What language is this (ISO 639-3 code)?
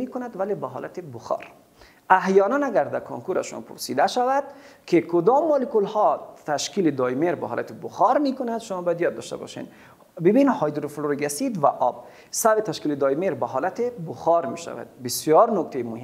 fas